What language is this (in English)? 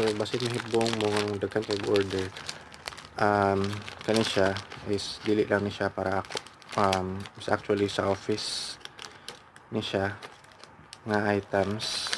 Cebuano